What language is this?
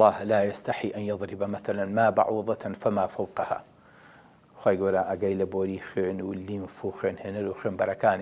Central Kurdish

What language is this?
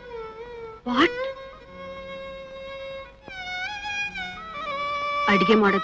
Kannada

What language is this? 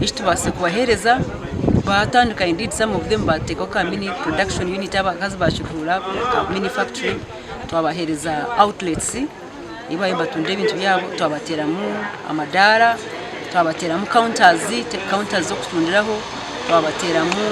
Nyankole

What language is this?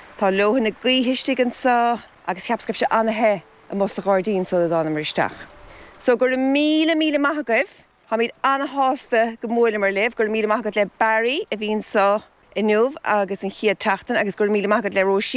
Irish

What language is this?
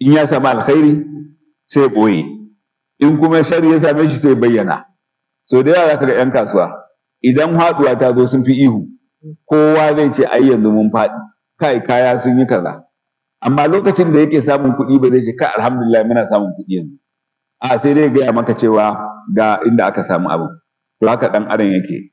Hausa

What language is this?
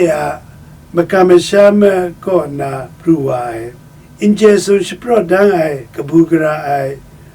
Kachin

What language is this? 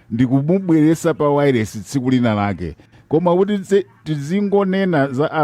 Nyanja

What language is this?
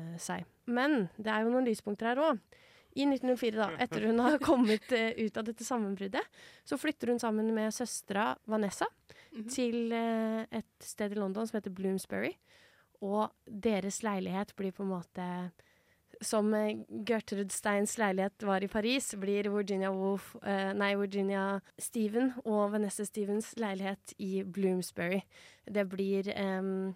Norwegian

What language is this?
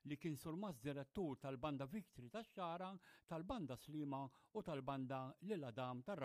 Maltese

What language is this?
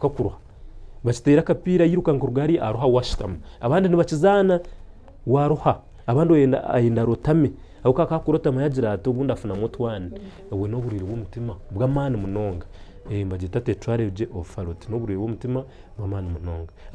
Nyankole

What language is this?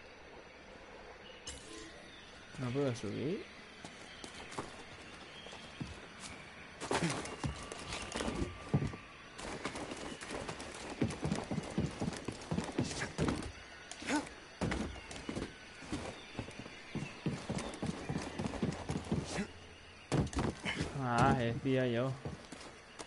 Spanish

